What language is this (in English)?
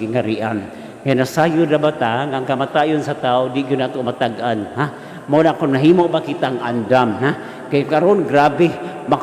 Cebuano